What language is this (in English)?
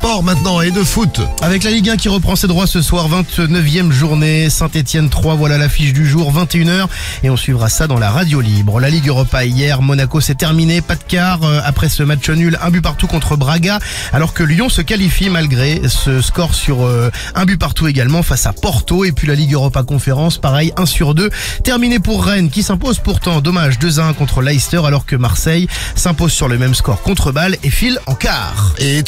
French